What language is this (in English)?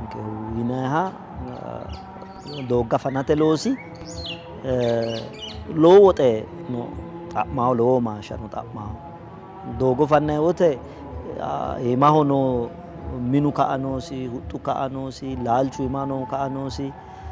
Sidamo